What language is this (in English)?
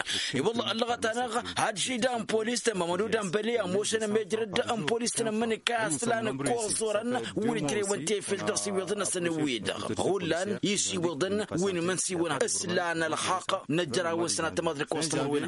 Tamasheq